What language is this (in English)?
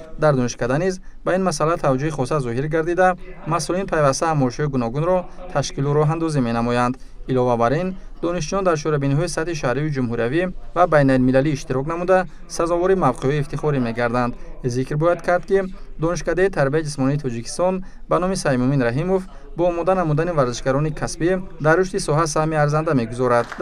Tajik